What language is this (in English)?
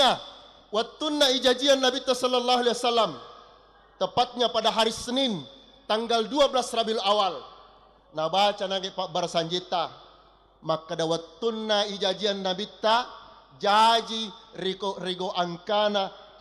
Buginese